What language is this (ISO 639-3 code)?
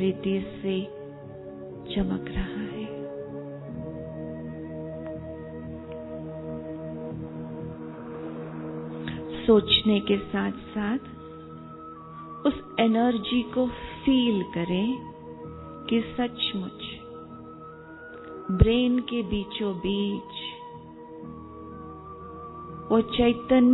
hin